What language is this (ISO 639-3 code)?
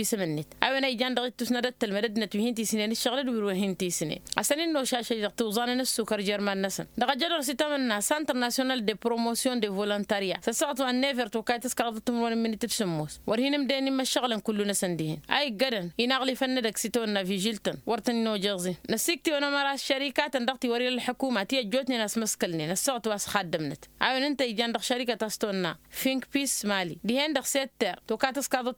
taq